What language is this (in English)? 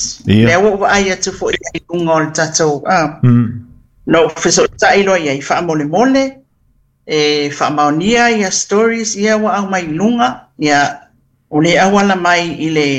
Samoan